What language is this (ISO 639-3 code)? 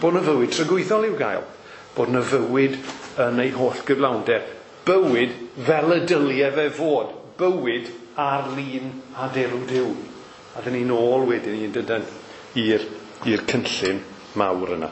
cym